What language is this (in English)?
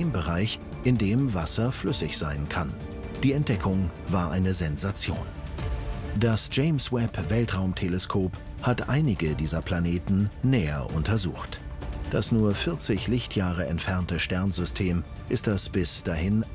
German